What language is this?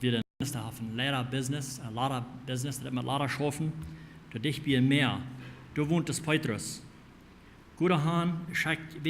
Plautdietsch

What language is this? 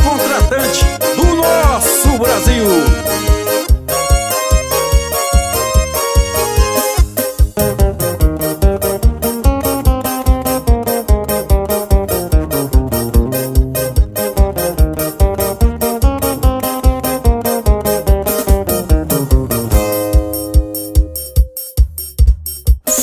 Portuguese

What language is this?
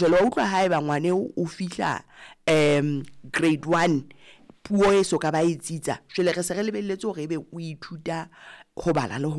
Southern Sotho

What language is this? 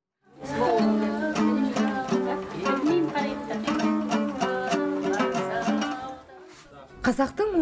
Kazakh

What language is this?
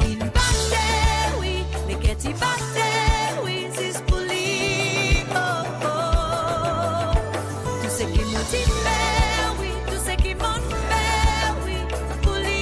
Morisyen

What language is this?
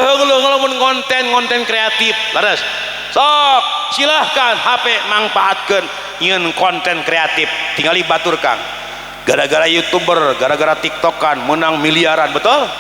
Sundanese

